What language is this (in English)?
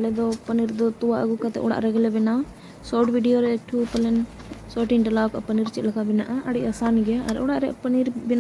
Santali